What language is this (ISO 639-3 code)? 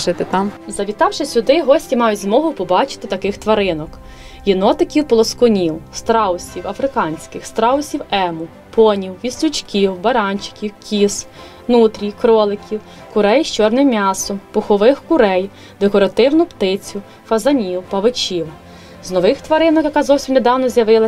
ukr